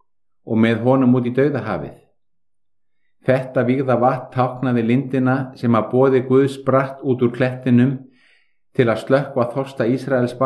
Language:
Icelandic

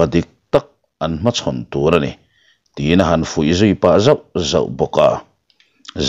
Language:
Mizo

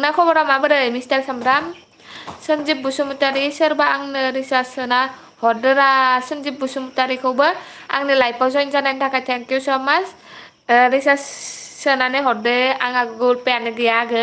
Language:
Bodo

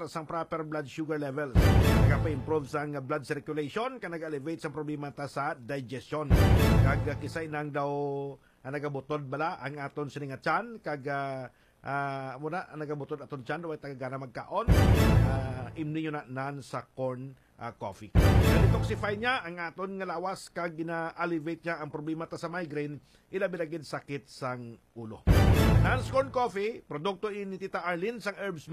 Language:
Hiligaynon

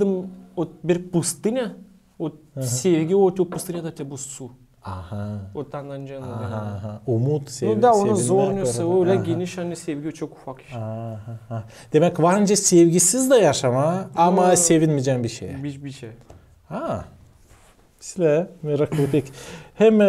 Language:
Gagauz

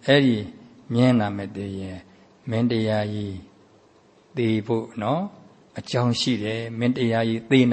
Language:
Burmese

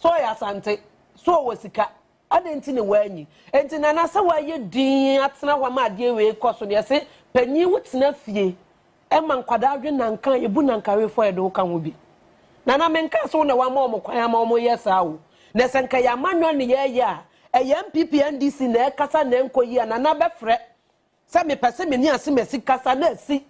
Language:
Akan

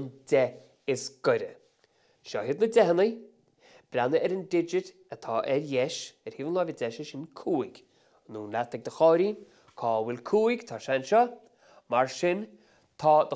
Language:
Irish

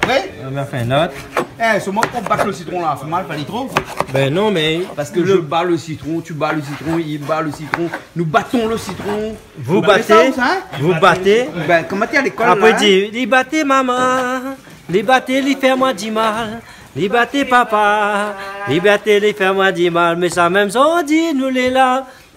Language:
Réunion Creole French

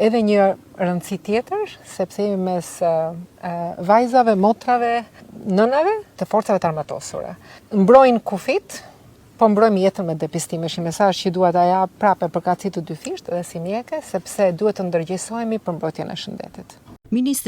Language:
Albanian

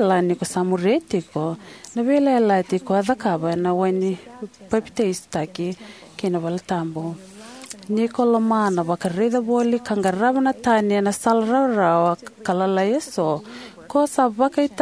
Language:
Fijian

